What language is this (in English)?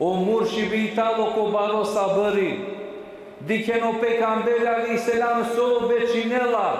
Balkan Romani